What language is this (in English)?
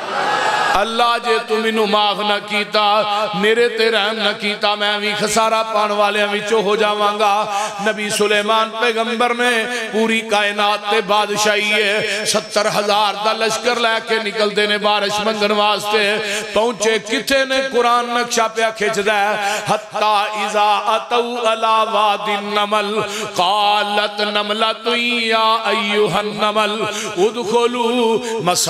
Western Panjabi